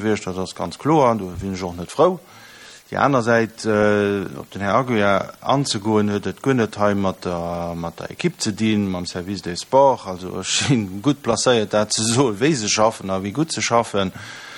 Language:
Luxembourgish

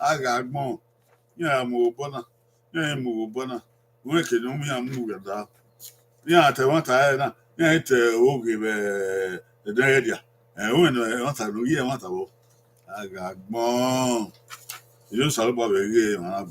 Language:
Bini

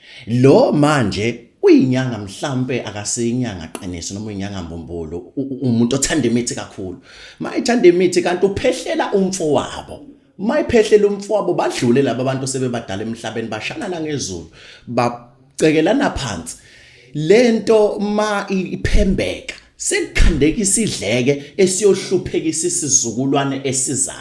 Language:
Zulu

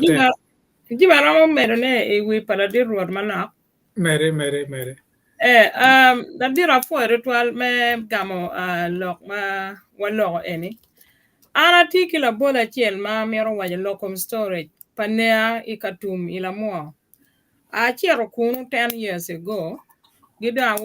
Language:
Acoli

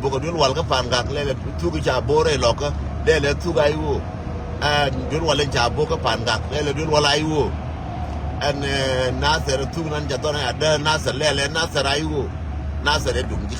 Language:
Nuer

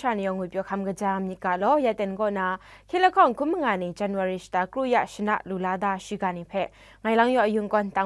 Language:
Kachin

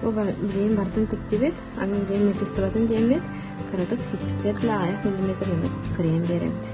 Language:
Yakut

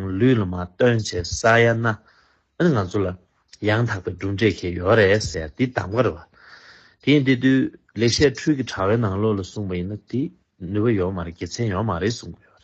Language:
Tibetan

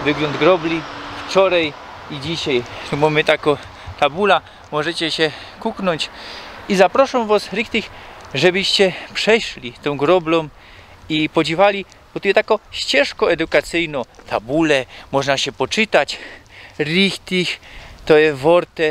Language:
Silesian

